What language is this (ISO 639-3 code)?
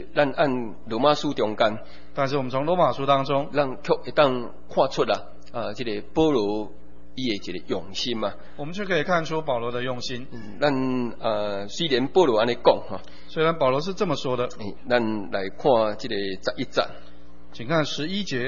nan